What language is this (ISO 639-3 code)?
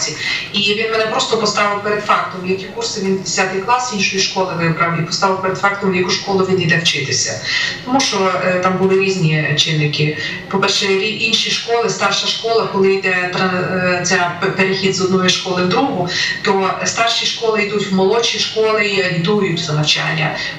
ukr